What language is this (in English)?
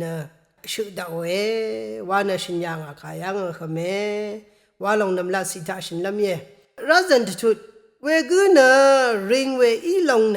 Rawang